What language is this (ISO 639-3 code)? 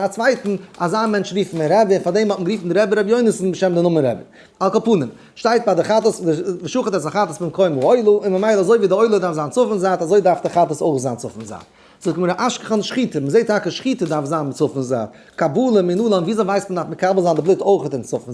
yid